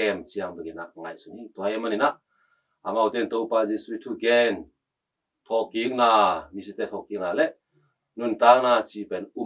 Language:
Tedim Chin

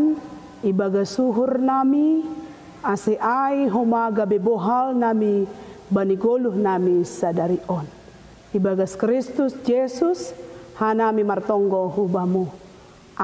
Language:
Batak Simalungun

